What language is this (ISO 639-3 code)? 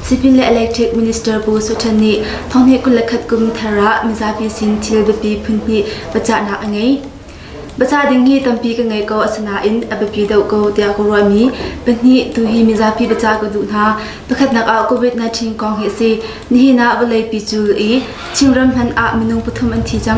cnh